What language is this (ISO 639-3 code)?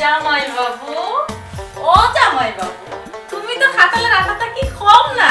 syl